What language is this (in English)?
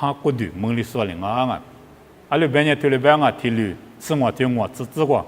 Lisu